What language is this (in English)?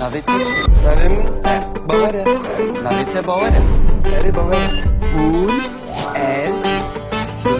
Kurdish